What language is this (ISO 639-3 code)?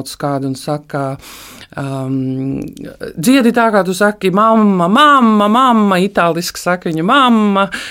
lav